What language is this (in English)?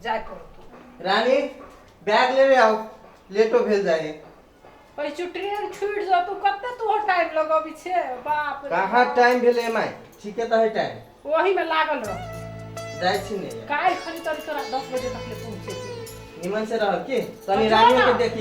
Maithili